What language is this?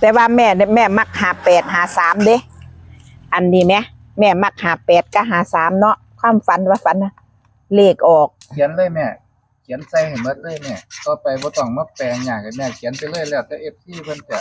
Northeastern Thai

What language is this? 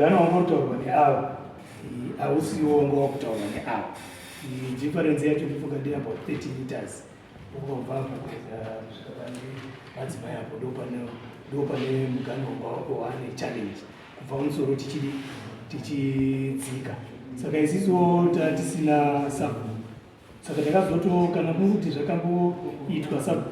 Shona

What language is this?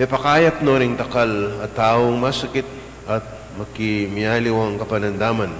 Pampanga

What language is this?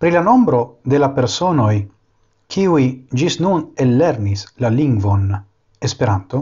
Esperanto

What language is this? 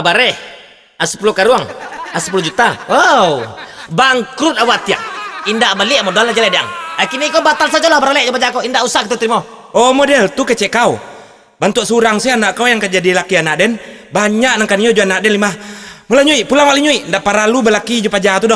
Minangkabau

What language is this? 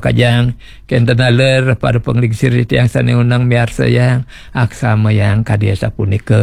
Balinese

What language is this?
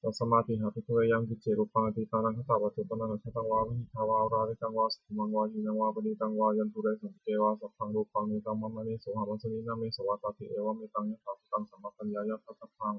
Pali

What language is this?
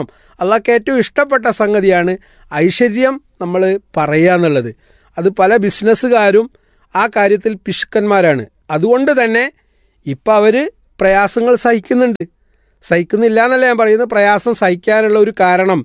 Malayalam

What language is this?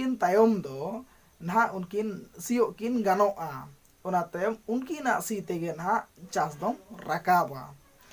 Santali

